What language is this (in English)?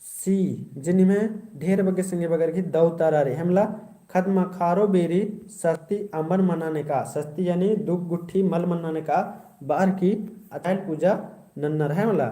Kurukh